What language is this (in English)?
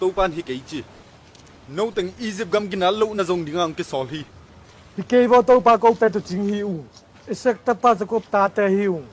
Tedim Chin